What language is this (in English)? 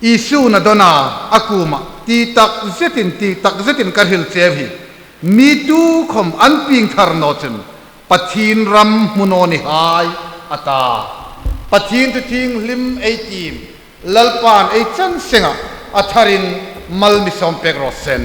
Hmar